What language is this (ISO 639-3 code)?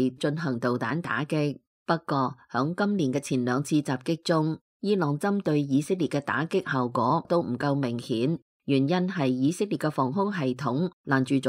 yue